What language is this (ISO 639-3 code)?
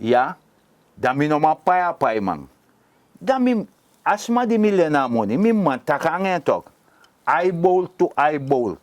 srn